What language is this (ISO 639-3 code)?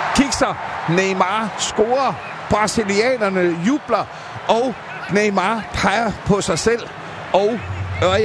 dan